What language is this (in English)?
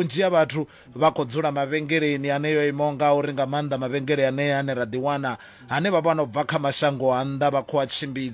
Venda